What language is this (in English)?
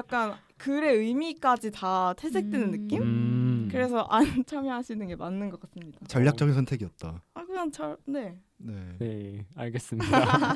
Korean